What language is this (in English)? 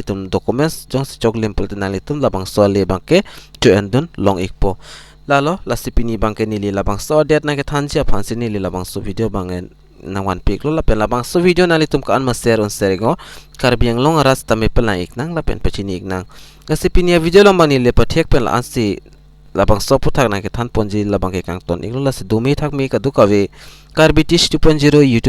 Karbi